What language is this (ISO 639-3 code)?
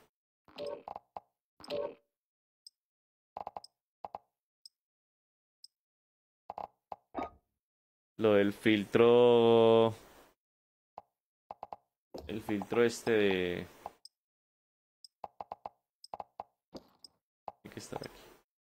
spa